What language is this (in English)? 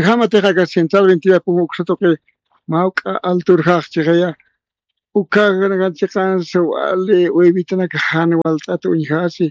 Aymara